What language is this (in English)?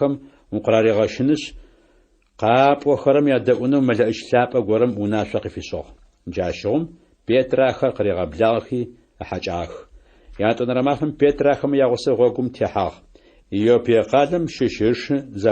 Adyghe